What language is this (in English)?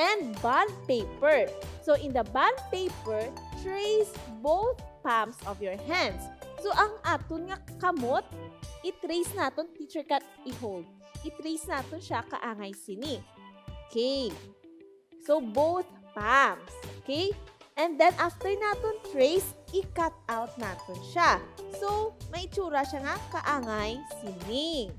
Hiligaynon